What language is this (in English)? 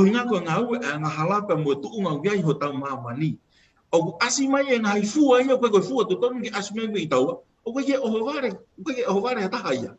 Tongan